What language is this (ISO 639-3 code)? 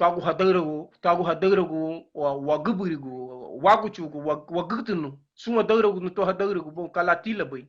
cab